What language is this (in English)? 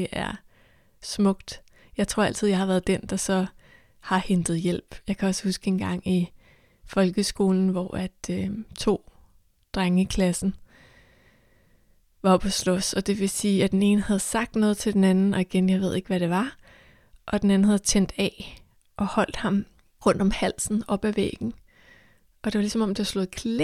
Danish